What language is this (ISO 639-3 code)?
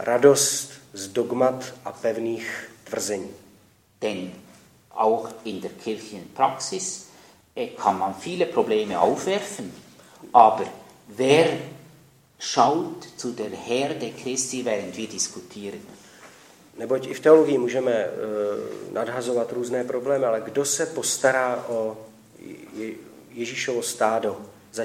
ces